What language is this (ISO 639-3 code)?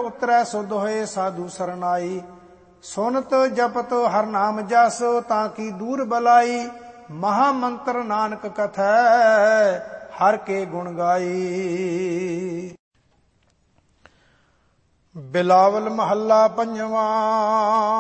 pan